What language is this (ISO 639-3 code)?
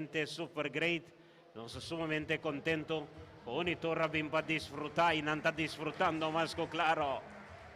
pap